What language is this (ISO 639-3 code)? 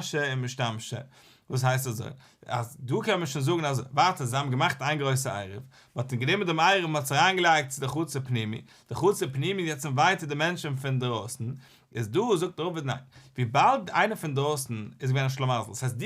yid